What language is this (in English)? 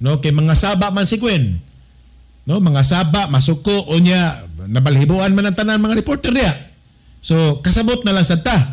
Cebuano